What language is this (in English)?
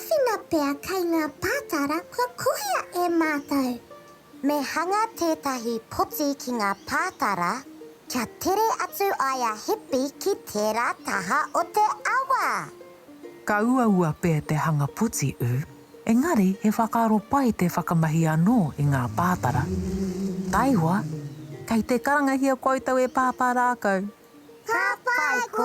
Māori